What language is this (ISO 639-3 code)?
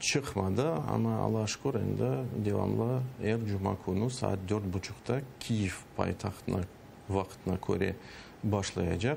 crh